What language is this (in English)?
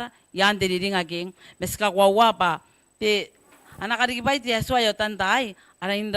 Gilbertese